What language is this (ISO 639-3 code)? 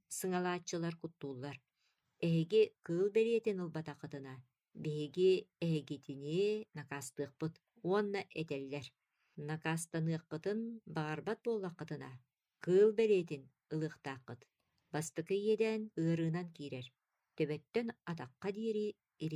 sah